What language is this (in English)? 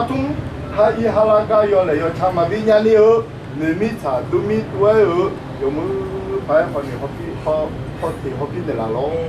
Akha